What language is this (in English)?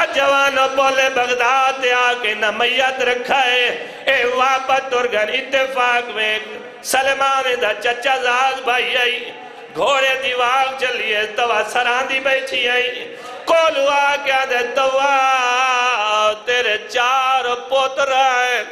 Saraiki